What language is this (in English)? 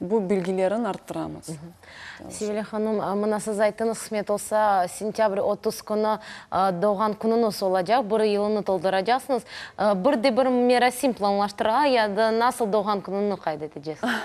Crimean Tatar